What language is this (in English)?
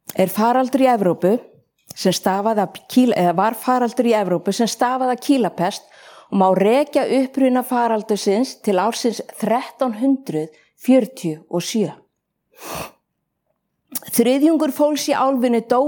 Icelandic